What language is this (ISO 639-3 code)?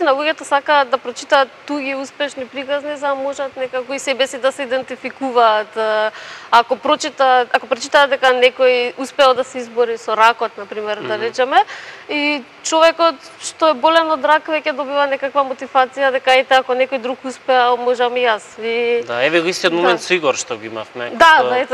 mkd